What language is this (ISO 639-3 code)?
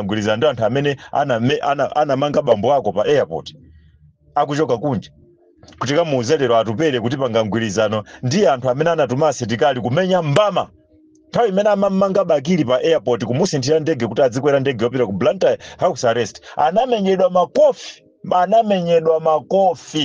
nya